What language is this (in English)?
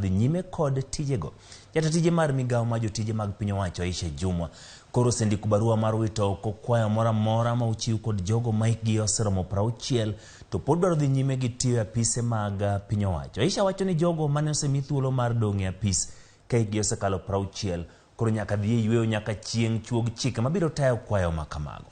Luo (Kenya and Tanzania)